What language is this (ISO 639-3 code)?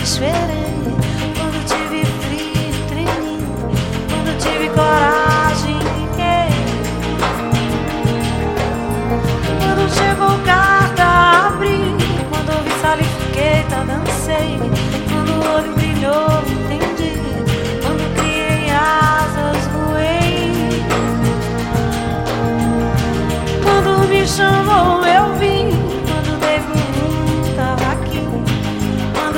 por